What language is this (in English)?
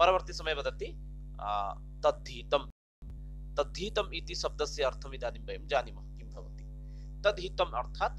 Sanskrit